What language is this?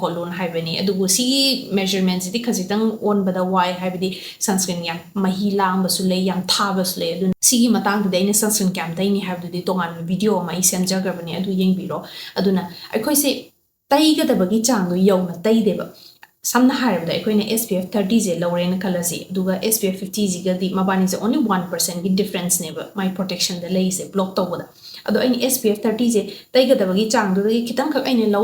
Manipuri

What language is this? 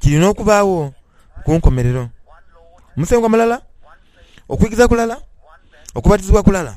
Soga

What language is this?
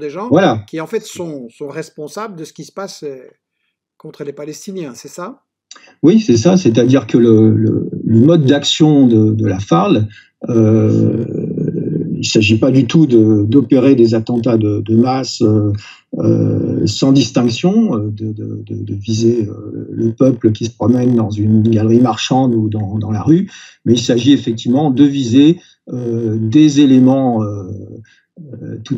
French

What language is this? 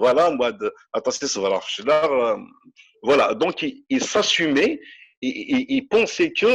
Kabyle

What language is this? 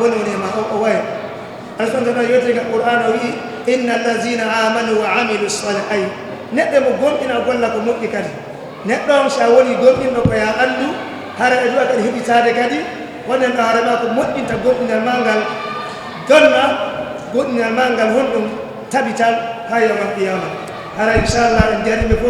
Fula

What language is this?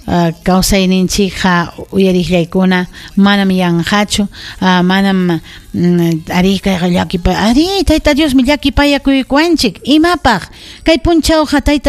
Ayacucho Quechua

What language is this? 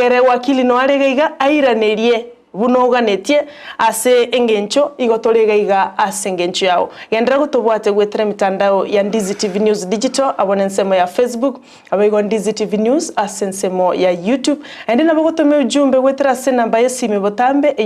Gusii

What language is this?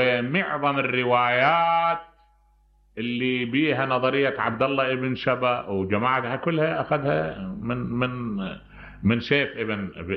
Mesopotamian Arabic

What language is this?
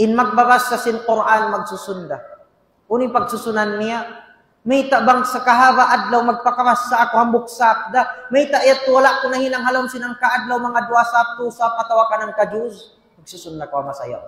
Tausug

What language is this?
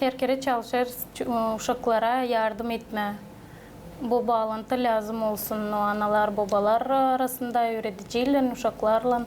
Gagauz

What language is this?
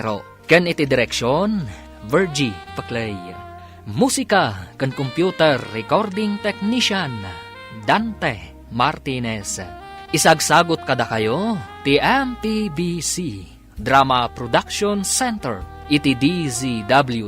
Iloko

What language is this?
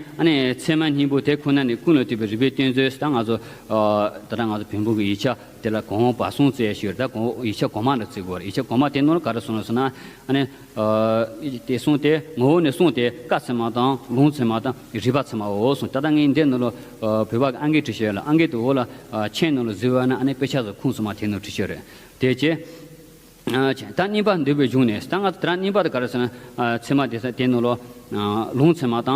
Tibetan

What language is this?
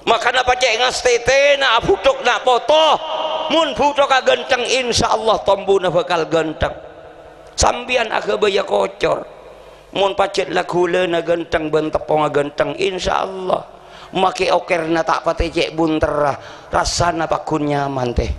Madurese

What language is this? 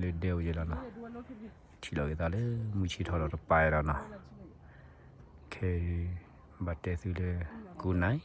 S'gaw Karen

